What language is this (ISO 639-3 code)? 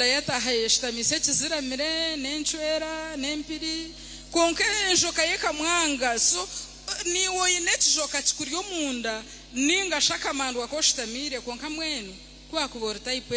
nyn